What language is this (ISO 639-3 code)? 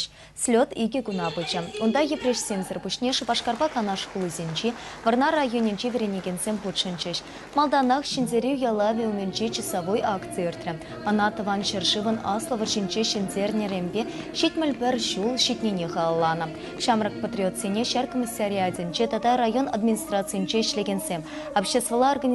chv